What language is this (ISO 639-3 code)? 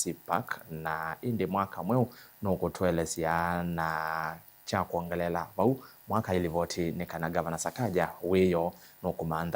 kam